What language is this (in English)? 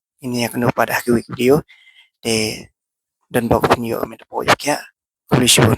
Khasi